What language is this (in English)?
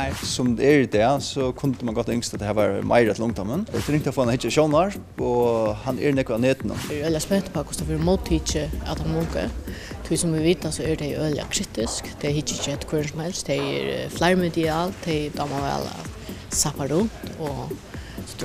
Faroese